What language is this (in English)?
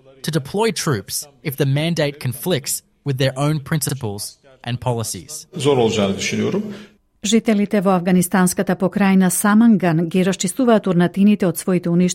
Macedonian